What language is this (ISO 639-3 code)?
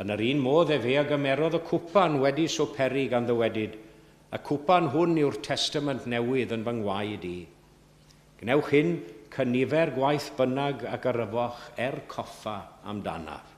cym